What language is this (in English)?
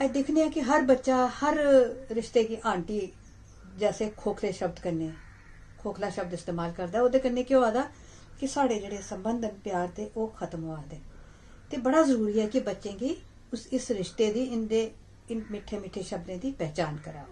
Dogri